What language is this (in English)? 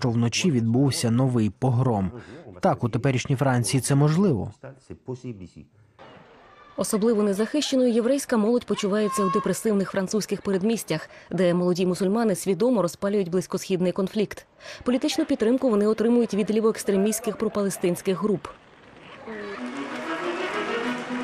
Ukrainian